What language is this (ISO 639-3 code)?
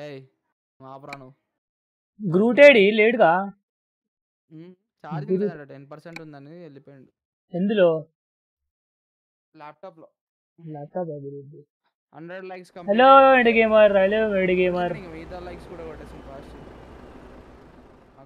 tel